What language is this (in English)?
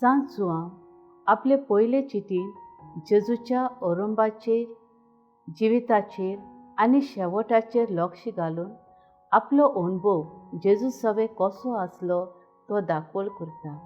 Konkani